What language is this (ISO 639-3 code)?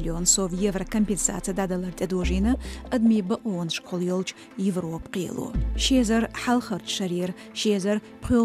che